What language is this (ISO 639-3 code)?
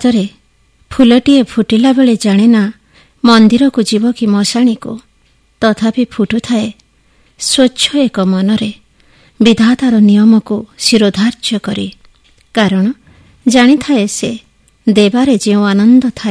ori